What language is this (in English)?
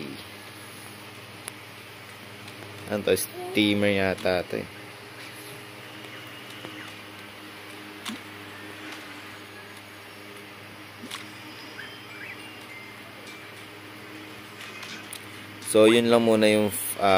Filipino